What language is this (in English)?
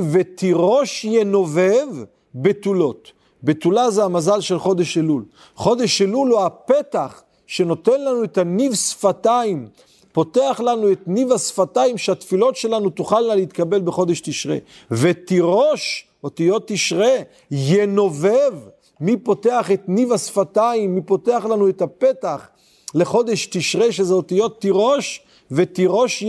Hebrew